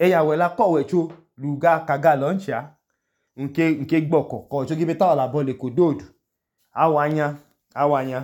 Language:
Idoma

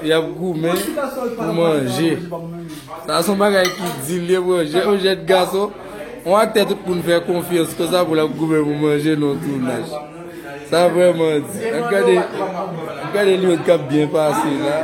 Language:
Haitian Creole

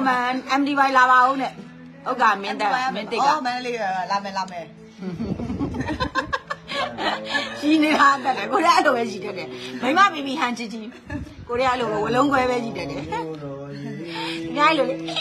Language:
Burmese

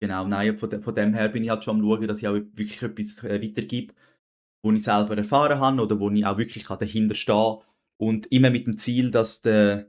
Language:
Swiss German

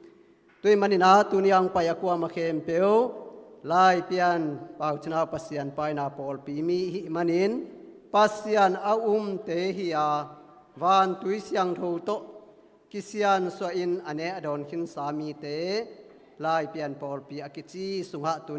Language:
Tedim Chin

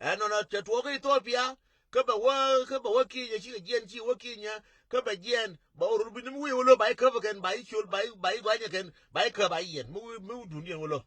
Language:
Nuer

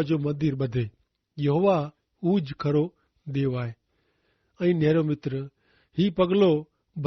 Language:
Kachhi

